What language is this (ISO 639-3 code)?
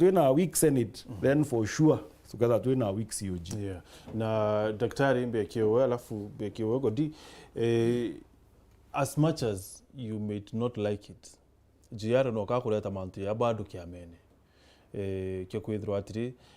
mer